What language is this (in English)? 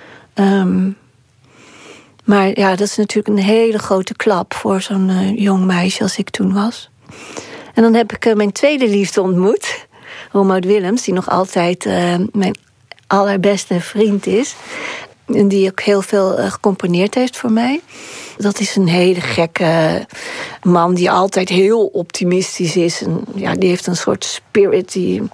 Dutch